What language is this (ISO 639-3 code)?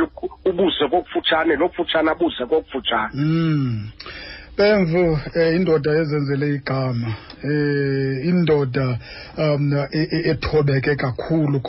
xho